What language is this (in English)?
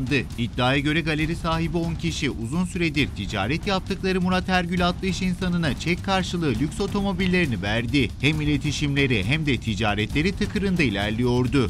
Turkish